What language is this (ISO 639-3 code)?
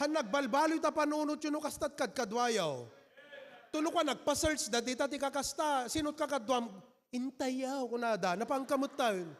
ilo